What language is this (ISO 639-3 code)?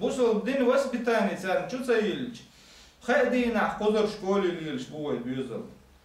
che